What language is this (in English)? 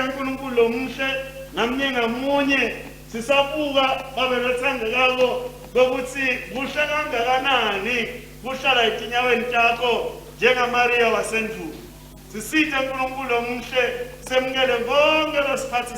Swati